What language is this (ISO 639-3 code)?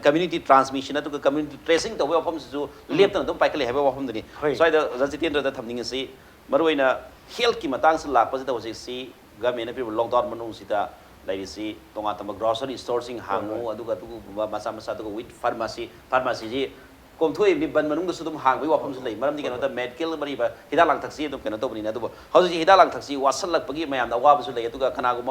mni